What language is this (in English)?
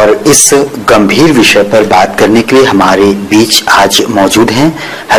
Hindi